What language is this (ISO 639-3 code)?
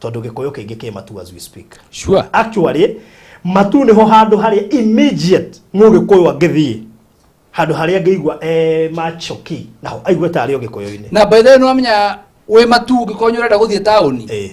kik